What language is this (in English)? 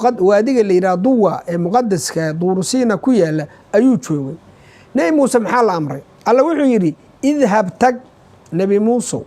Somali